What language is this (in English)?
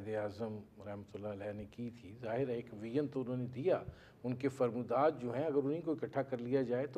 Urdu